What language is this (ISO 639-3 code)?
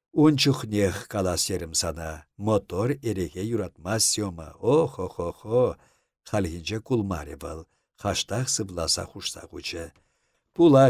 chv